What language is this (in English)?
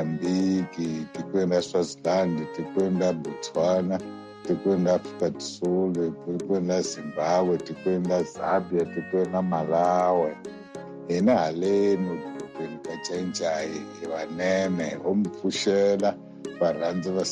Tsonga